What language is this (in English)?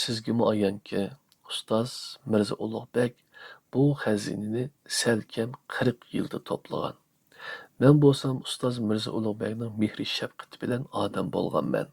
Uyghur